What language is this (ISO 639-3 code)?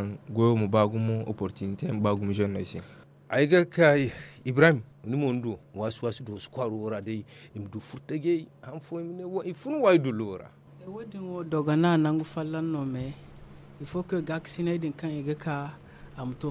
dje